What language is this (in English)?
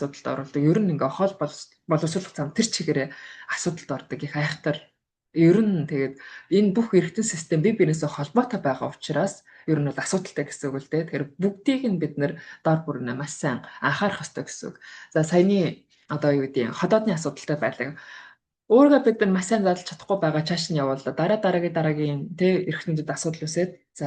Mongolian